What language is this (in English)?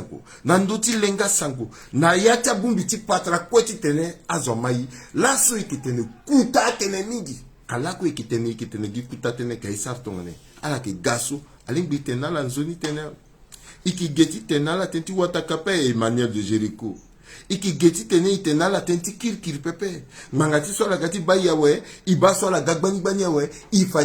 Sango